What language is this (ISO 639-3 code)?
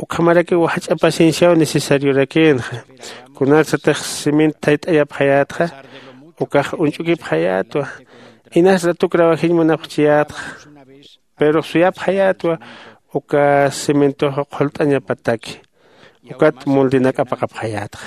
aym